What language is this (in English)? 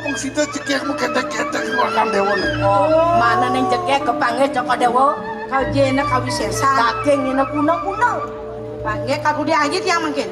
Balinese